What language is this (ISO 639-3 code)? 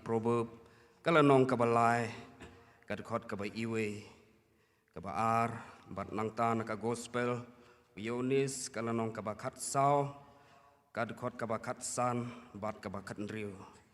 kha